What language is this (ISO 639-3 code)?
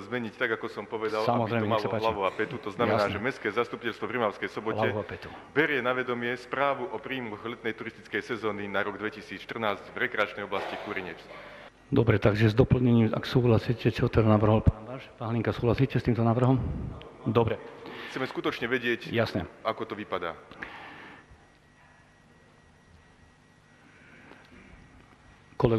slk